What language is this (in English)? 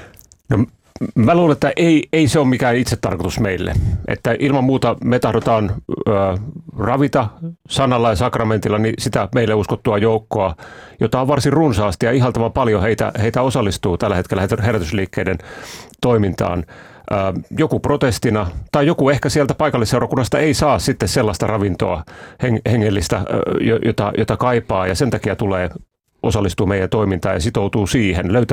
Finnish